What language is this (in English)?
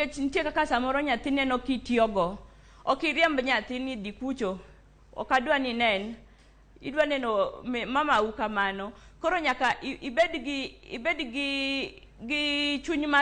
Luo (Kenya and Tanzania)